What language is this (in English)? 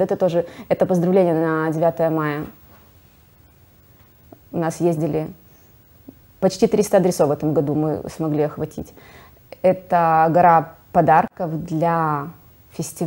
Russian